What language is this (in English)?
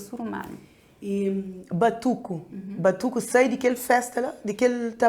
Kabuverdianu